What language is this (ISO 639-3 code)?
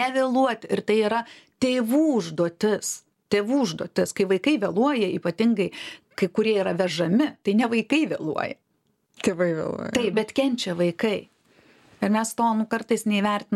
lit